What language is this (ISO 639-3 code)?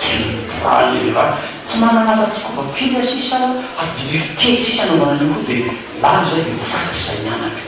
mlg